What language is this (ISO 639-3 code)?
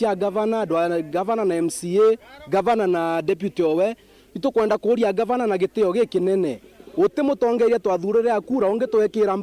mer